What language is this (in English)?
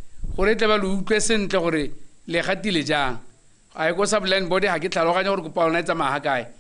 Tswana